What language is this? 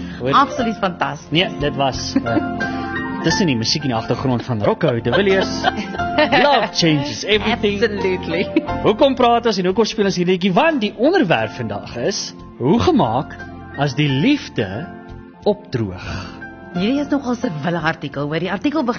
Afrikaans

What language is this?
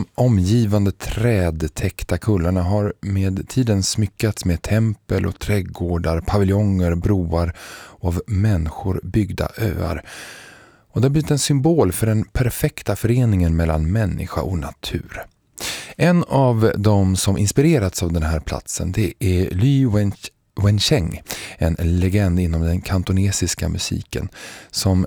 Swedish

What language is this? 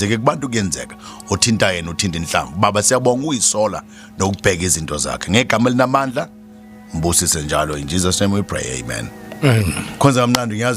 Zulu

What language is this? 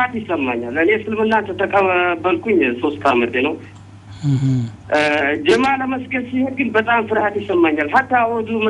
Amharic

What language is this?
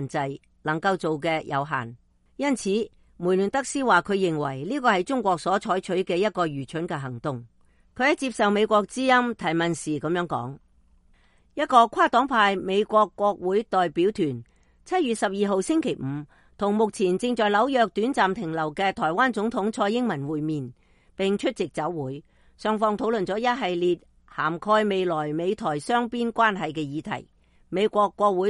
Cantonese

